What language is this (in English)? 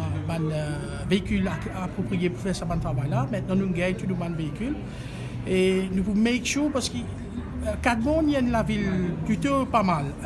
Morisyen